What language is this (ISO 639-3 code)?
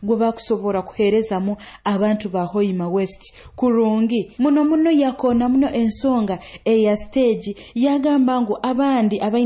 nyo